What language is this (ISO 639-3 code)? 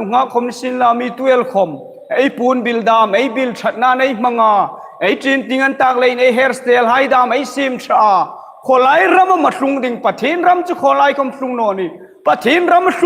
hmr